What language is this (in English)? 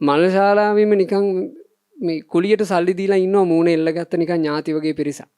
Sinhala